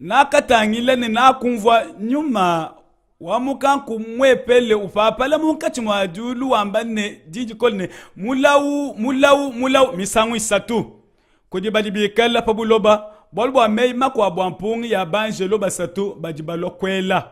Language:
Luba-Lulua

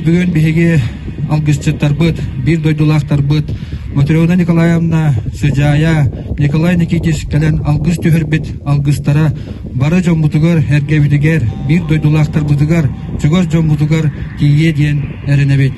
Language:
Yakut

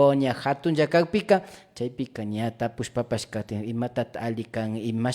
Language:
Imbabura Highland Quichua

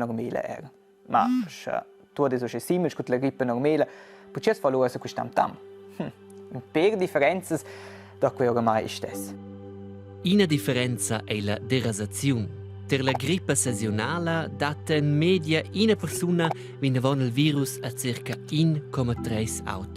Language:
Romansh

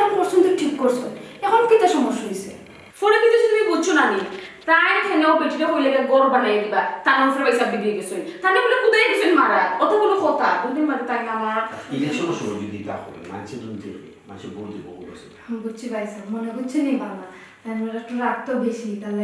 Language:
Sylheti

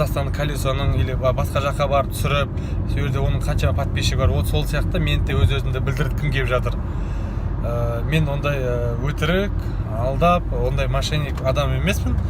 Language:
Kazakh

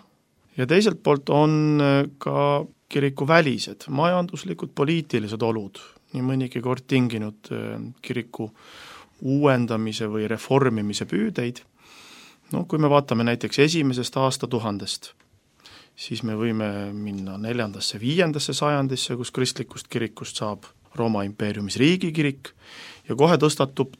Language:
Estonian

